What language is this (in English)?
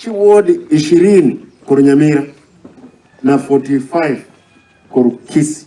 Gusii